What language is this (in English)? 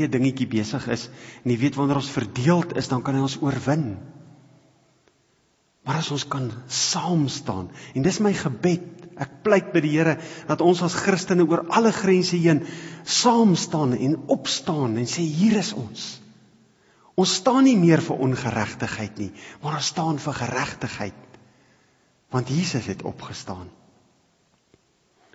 Afrikaans